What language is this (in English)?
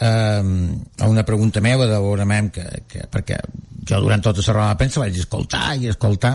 Catalan